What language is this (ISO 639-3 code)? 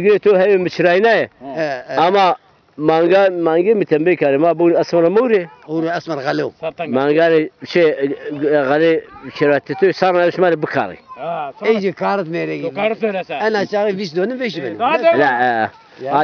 zza